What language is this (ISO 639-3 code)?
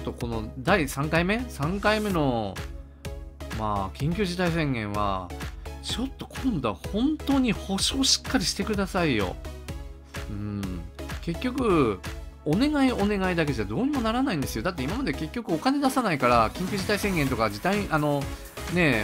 jpn